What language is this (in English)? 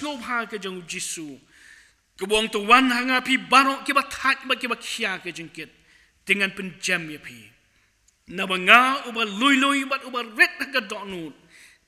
Khasi